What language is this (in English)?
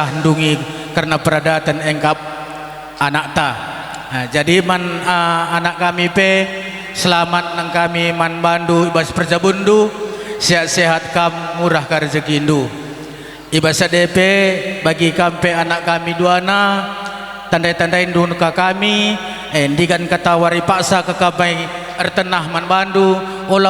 Batak Karo